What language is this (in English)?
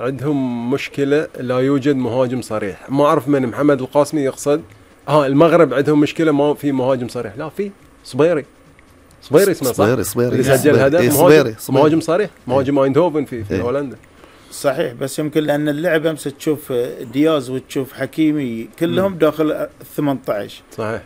Gulf Arabic